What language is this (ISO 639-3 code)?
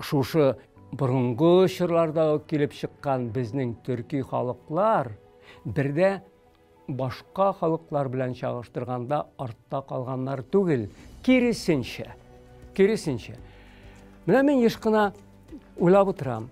tat